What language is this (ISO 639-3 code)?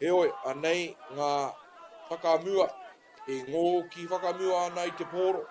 mri